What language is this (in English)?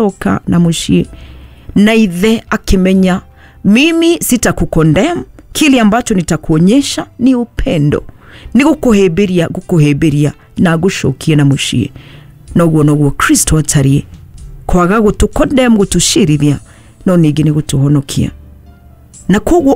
Kikuyu